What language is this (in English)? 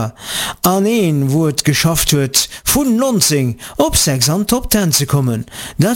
Luxembourgish